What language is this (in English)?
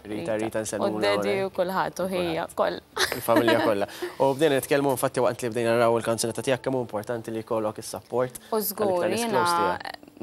Maltese